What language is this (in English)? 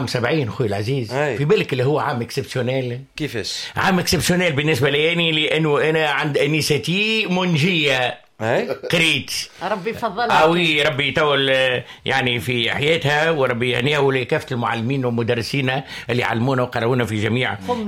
Tunisian Arabic